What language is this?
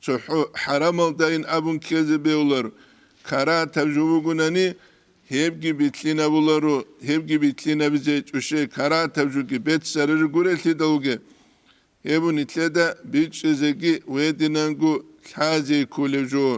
Avaric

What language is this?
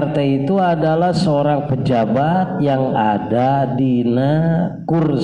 Sundanese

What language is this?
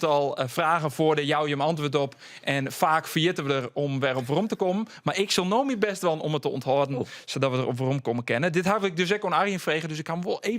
Western Frisian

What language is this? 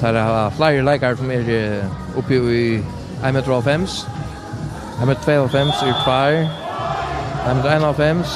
Faroese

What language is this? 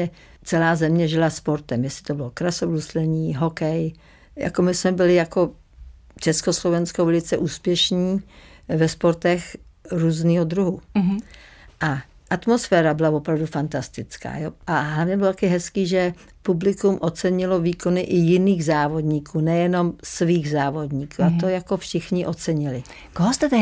Czech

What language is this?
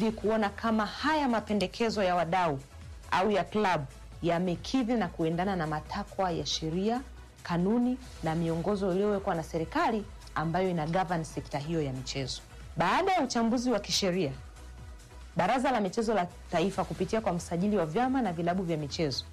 Swahili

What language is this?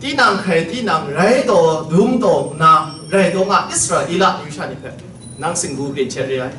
Kachin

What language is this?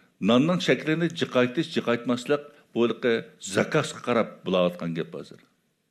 Uyghur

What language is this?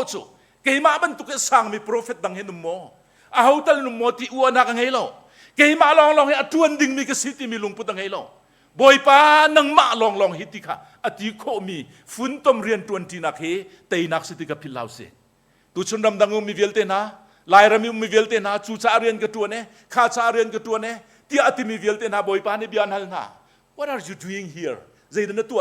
Hakha Chin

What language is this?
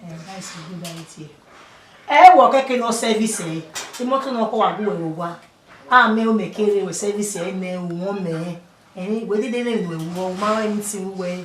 Bini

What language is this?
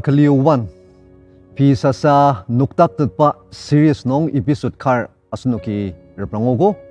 Ao Naga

